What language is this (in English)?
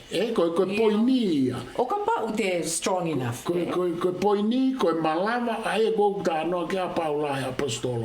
Tongan